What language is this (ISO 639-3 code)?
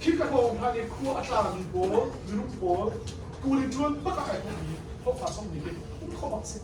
cnh